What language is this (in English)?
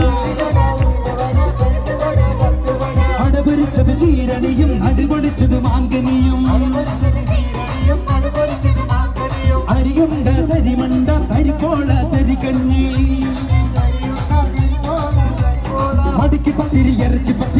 Malayalam